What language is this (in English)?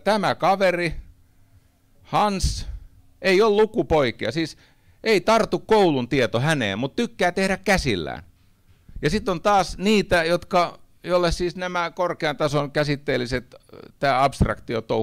Finnish